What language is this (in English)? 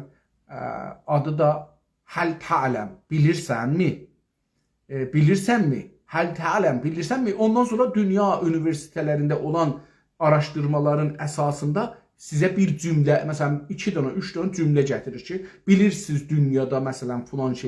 South Azerbaijani